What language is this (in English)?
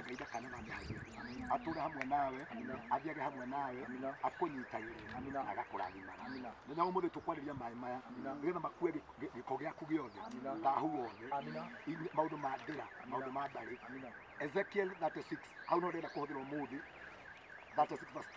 Kikuyu